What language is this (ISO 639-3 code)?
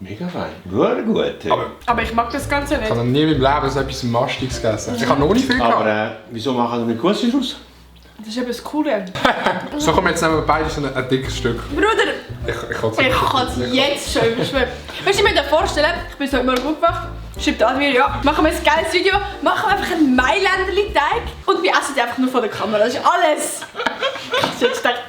gsw